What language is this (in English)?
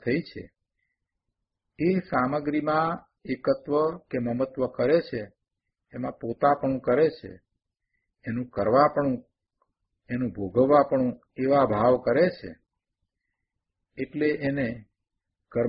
Gujarati